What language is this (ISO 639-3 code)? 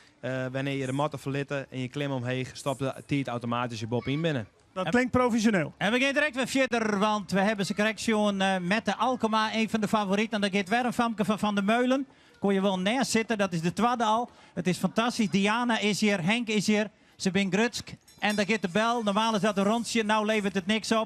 fry